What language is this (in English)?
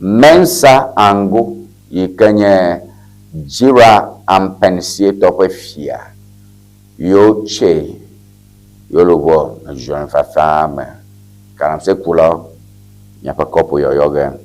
Ewe